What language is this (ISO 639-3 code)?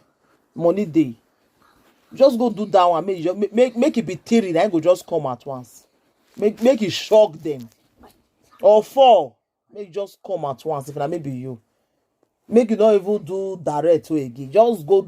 pcm